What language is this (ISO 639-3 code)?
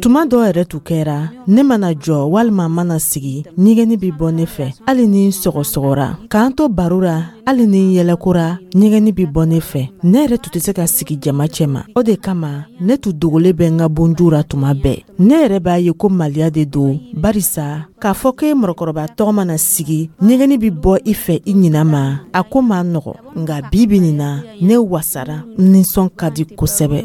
dyu